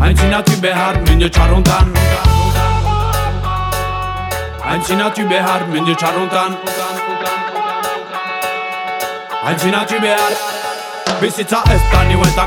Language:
Basque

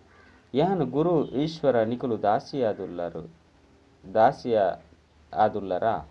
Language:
Tulu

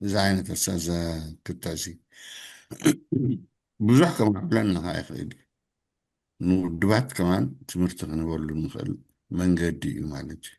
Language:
Tigrinya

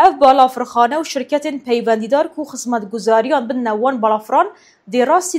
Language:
Kurdish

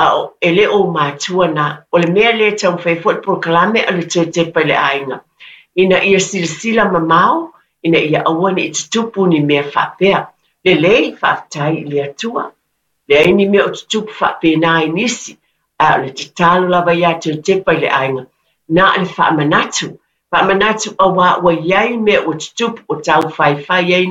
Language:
Samoan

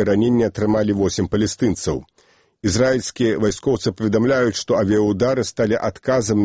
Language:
Belarusian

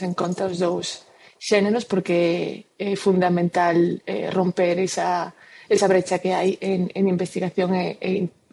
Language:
Galician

